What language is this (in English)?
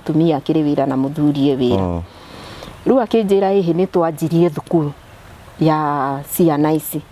Kikuyu